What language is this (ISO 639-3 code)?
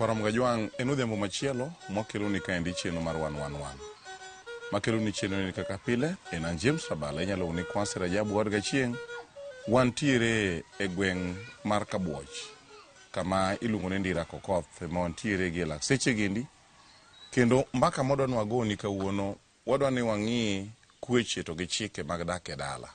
luo